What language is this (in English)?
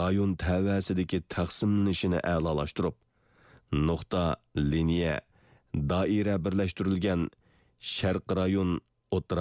Uyghur